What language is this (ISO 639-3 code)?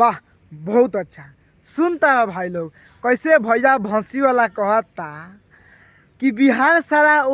bho